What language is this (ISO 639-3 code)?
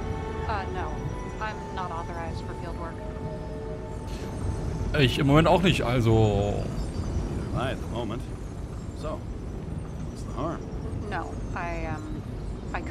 deu